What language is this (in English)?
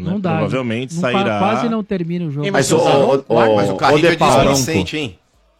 Portuguese